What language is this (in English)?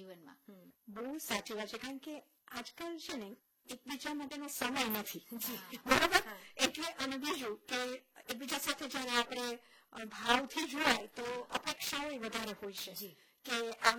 Gujarati